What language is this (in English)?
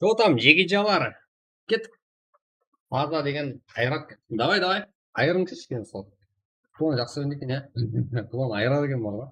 Kara-Kalpak